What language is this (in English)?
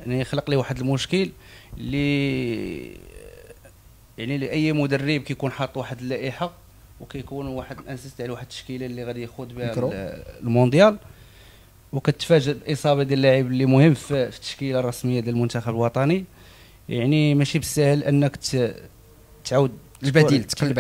Moroccan Arabic